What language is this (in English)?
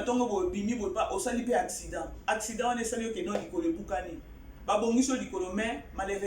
Lingala